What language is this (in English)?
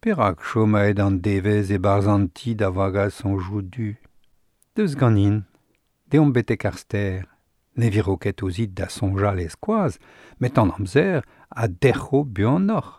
Breton